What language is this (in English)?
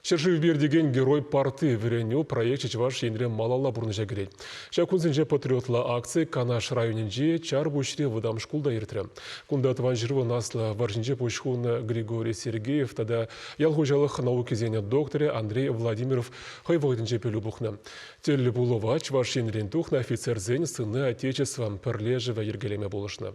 Chuvash